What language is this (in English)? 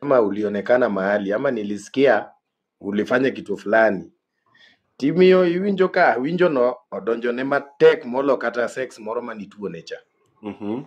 Luo (Kenya and Tanzania)